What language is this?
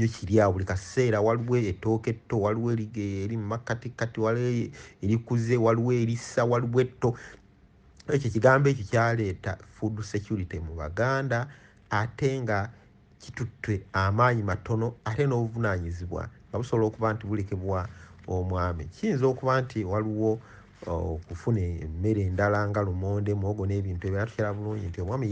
Ganda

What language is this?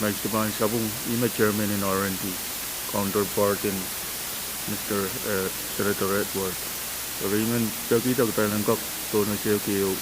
Pohnpeian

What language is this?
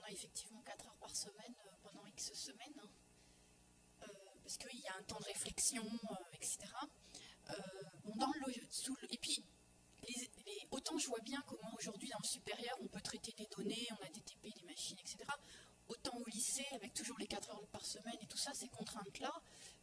French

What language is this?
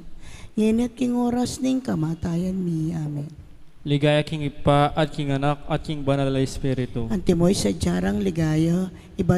Pampanga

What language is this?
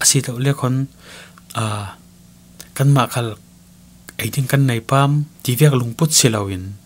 Falam Chin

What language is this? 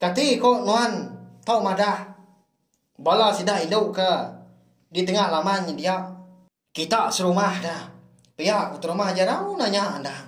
Iban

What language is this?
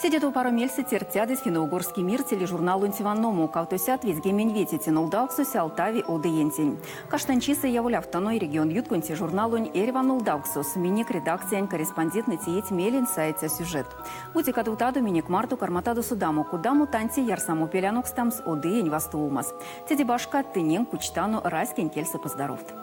Erzya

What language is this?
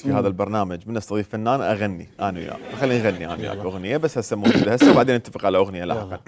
Mesopotamian Arabic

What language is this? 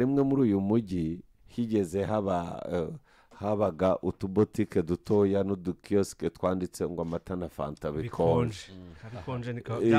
Kinyarwanda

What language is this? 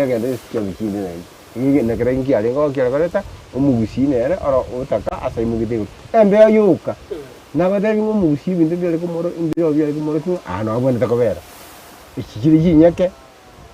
Gusii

